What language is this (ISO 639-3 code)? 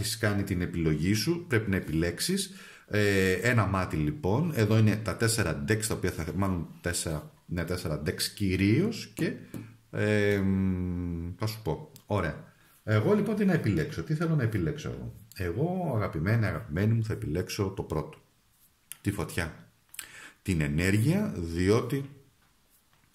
ell